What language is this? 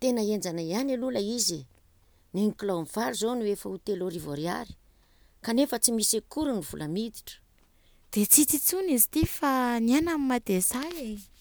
Malagasy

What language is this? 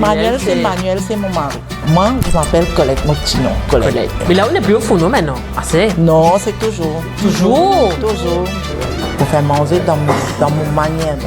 Morisyen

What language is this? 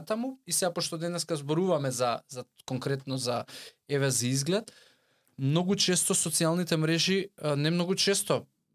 Macedonian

